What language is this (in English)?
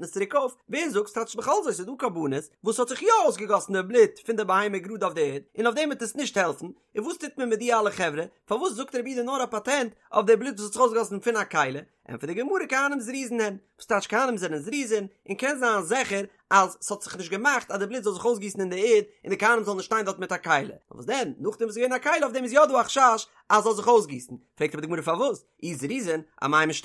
Yiddish